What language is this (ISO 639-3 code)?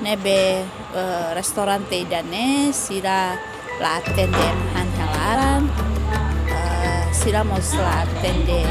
tet